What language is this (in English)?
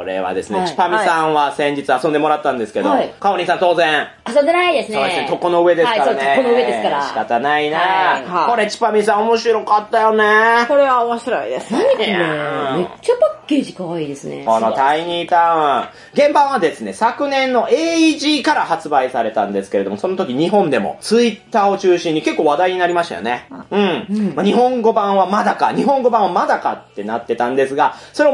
Japanese